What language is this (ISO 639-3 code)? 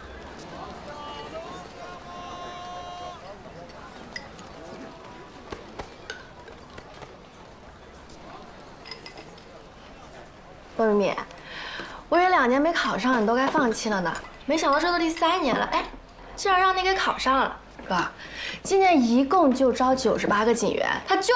zho